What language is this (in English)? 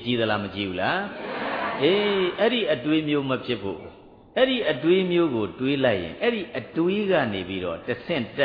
Burmese